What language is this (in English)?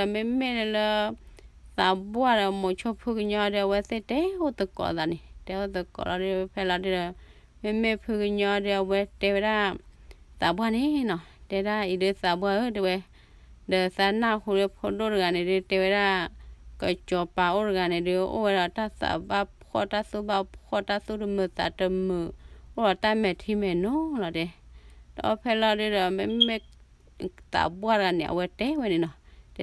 S'gaw Karen